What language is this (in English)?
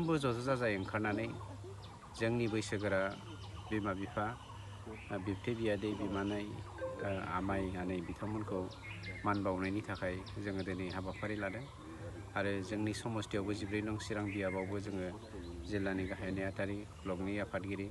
Bodo